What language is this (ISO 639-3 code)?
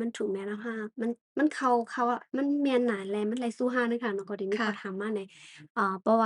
shn